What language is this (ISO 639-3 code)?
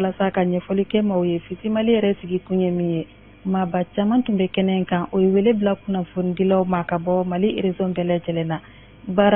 bam